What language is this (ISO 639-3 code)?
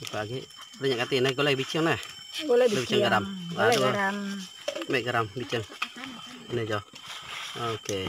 iba